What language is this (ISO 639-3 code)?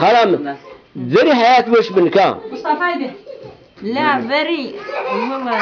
zza